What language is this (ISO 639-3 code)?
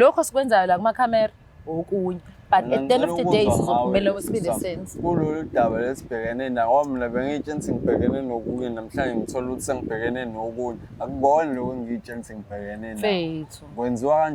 zul